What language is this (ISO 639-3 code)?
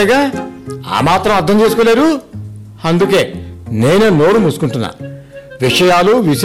tel